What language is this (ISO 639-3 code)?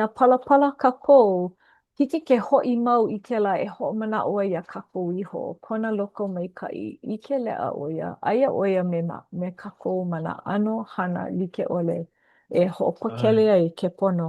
haw